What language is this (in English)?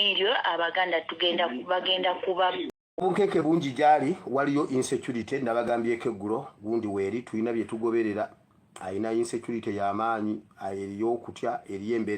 Ganda